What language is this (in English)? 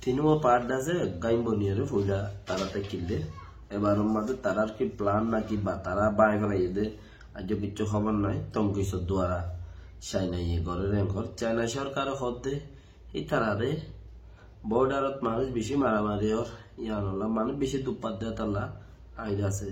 Rohingya